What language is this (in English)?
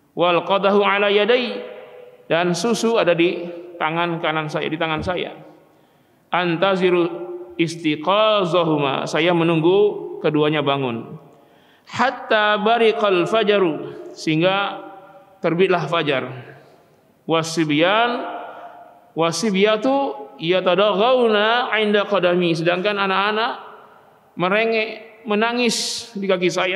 Indonesian